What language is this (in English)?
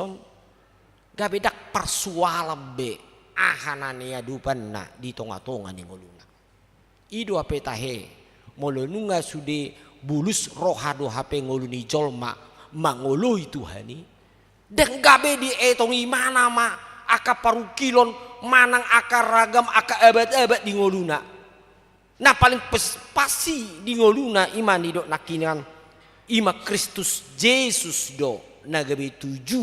Batak Toba